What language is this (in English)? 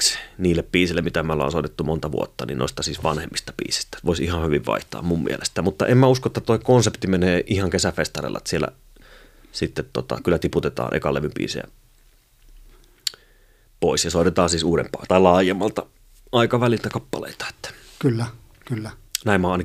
Finnish